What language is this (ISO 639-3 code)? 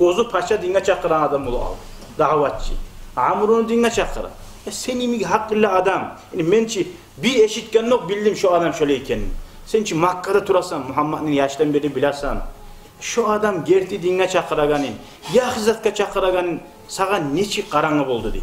kum